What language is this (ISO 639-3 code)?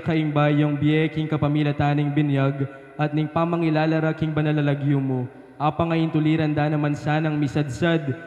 pam